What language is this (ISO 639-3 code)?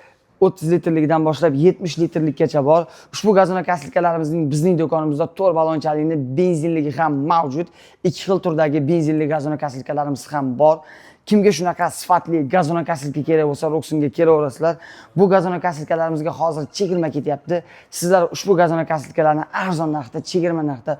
uzb